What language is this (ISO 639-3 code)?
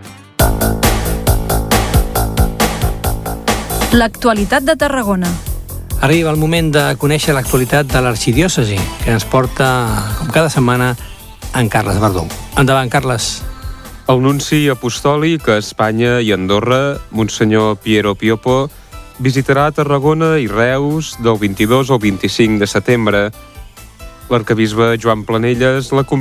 cat